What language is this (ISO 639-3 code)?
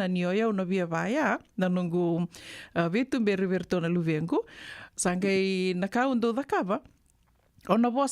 fij